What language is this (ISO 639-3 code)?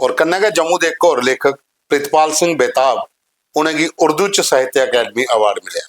doi